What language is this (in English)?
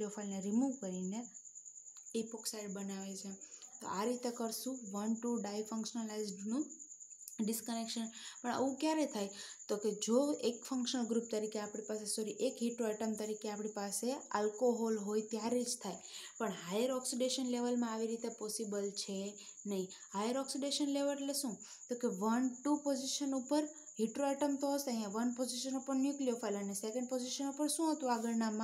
Gujarati